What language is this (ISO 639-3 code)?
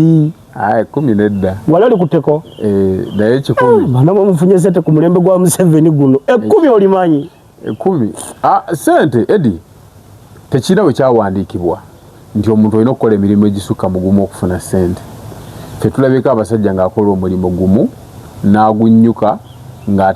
lug